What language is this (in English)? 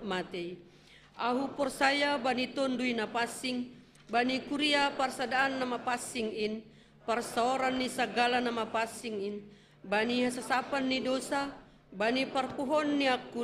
Batak Simalungun